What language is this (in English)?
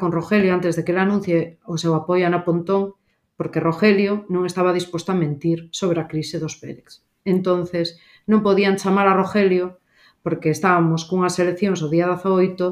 Galician